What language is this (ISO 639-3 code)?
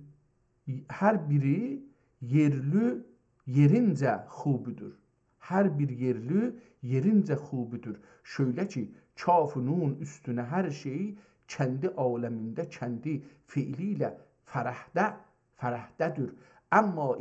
azb